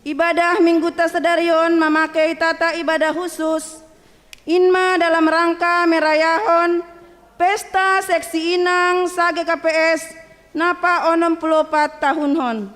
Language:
Batak Simalungun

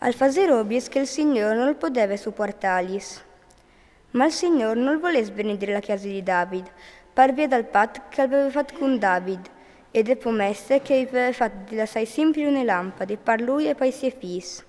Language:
Friulian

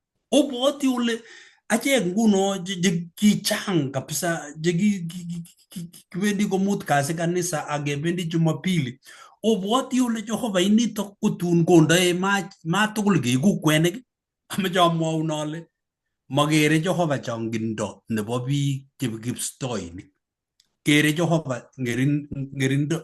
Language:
Kalenjin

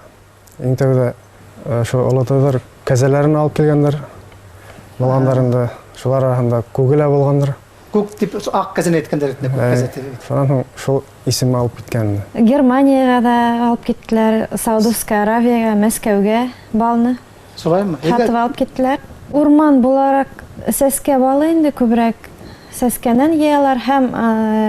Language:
Bashkir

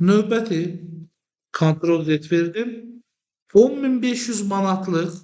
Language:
Azerbaijani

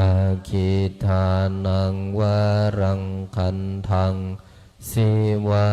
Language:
Pali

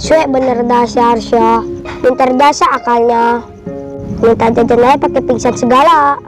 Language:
Betawi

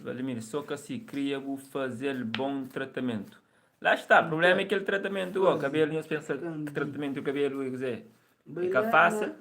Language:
Kabuverdianu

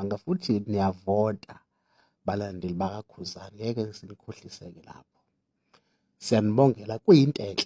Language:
Zulu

